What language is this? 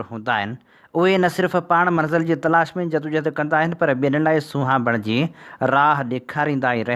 Sindhi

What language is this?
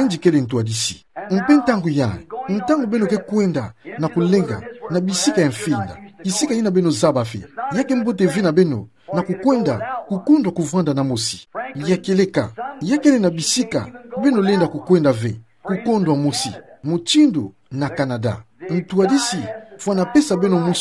Kituba (Democratic Republic of Congo)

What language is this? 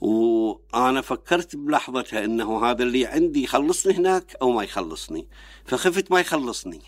Mesopotamian Arabic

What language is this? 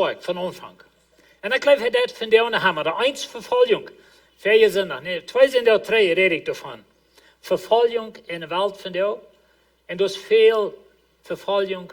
Plautdietsch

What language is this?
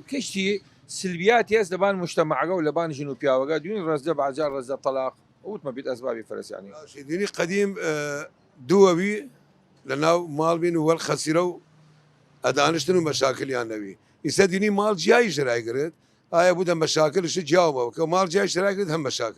Southern Kurdish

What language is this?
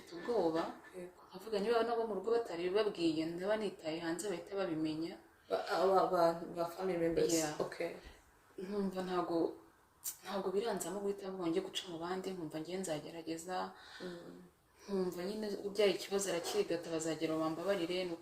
Kinyarwanda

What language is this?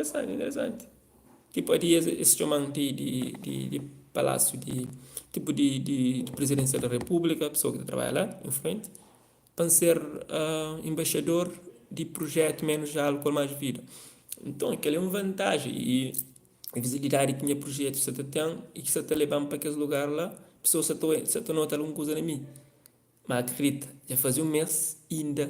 Kabuverdianu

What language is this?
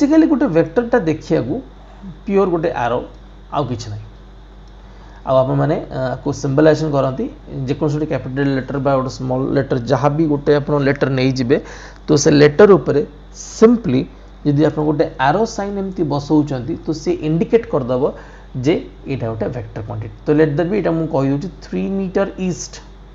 Odia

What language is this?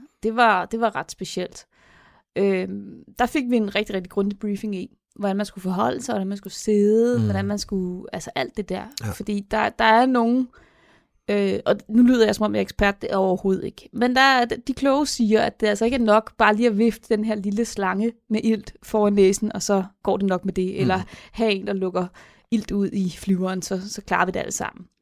Danish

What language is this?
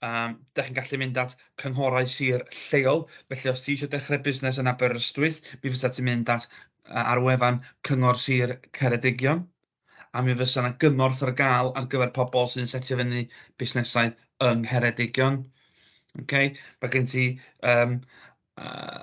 Welsh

